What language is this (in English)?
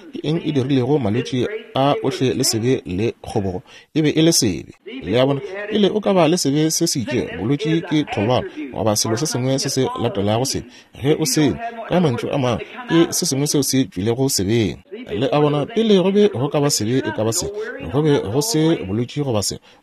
Northern Sotho